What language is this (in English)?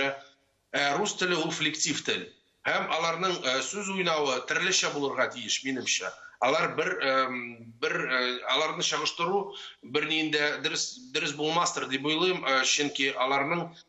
Tatar